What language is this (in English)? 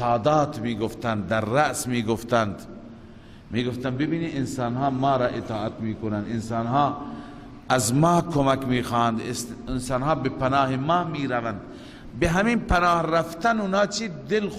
Persian